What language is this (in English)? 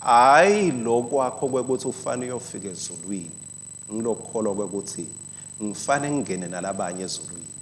Swati